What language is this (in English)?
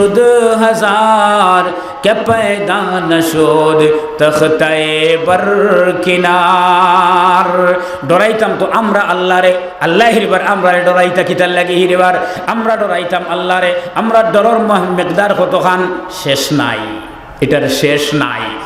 Sylheti